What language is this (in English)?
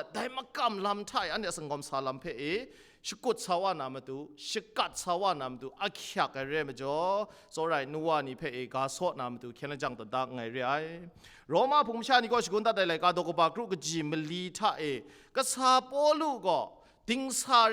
Kachin